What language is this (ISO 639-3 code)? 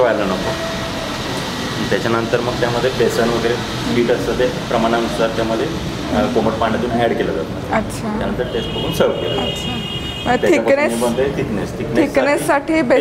mar